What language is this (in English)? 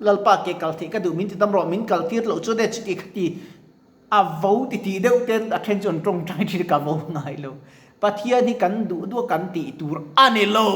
Mizo